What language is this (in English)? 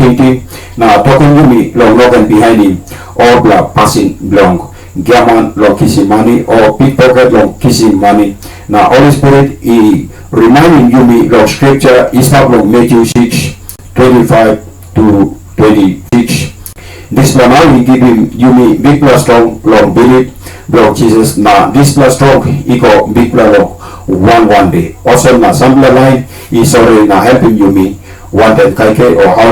Tok Pisin